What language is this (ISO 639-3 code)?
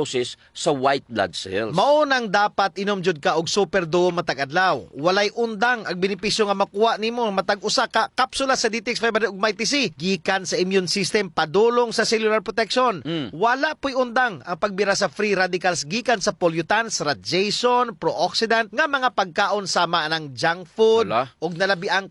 ceb